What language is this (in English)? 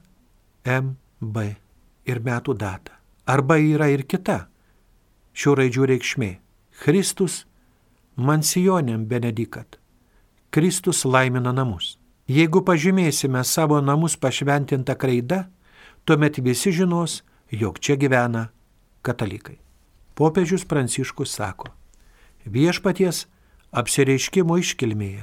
Lithuanian